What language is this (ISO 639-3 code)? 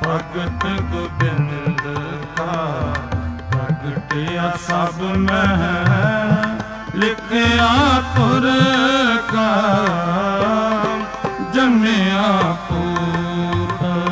pan